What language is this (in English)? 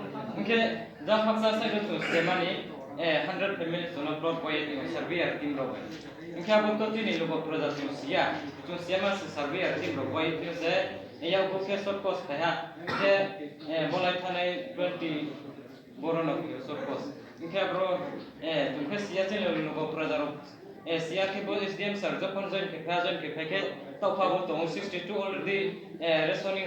Riang (India)